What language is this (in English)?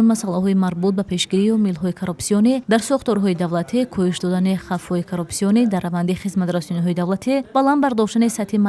Tajik